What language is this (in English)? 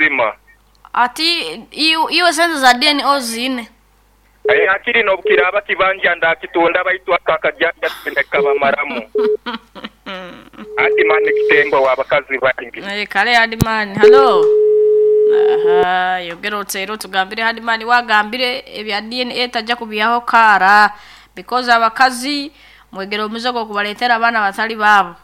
Nyoro